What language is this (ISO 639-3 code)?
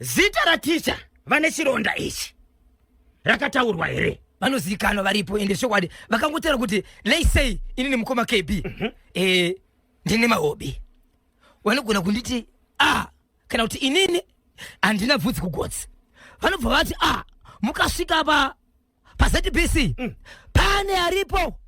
sna